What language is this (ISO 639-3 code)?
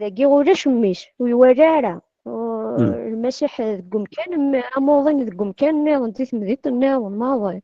kab